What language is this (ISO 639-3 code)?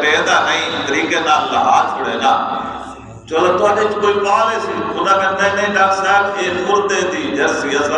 skr